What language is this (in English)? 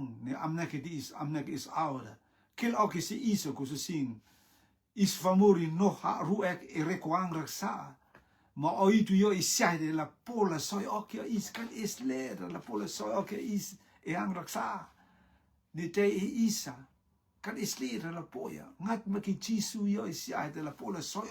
Rotuman